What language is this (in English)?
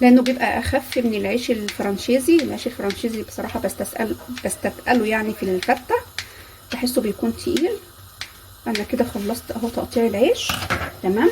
Egyptian Arabic